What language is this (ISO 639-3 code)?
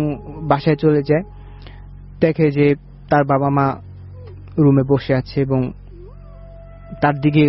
ben